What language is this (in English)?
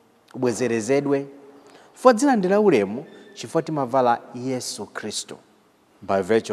Nyanja